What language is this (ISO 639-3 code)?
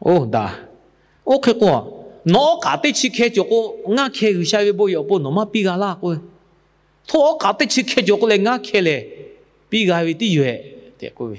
lhu